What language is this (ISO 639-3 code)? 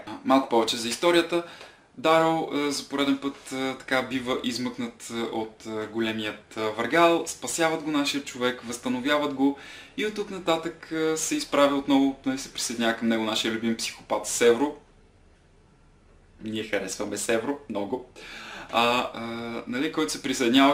bul